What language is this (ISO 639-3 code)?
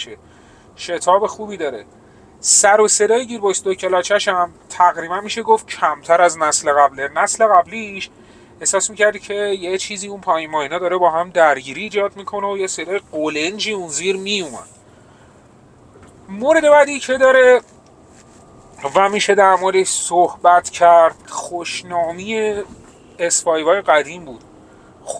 fas